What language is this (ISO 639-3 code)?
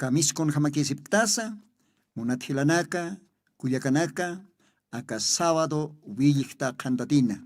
aym